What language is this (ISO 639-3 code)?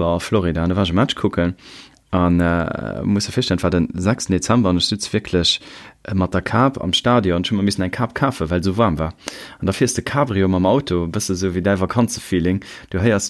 ltz